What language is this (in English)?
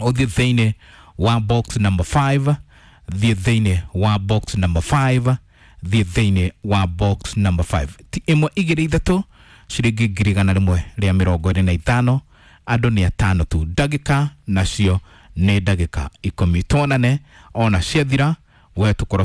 Kikuyu